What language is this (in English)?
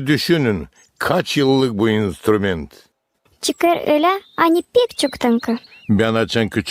Gagauz